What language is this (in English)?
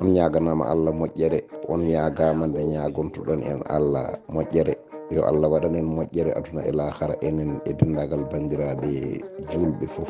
Fula